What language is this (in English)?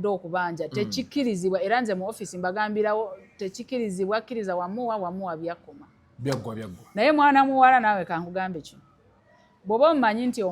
Ganda